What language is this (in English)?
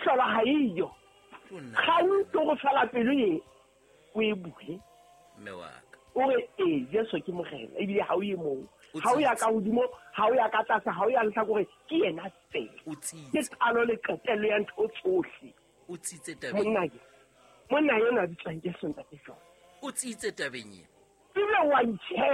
Southern Sotho